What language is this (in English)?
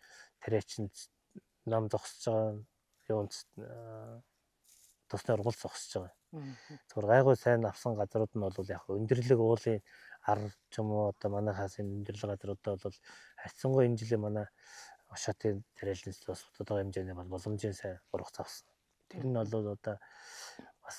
Mongolian